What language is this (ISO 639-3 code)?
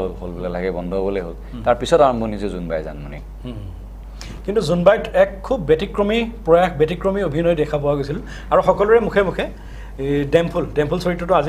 asm